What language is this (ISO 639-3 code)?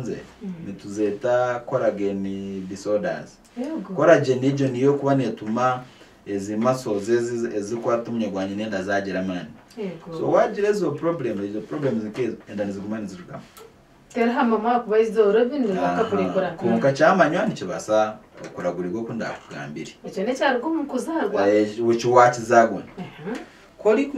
nyn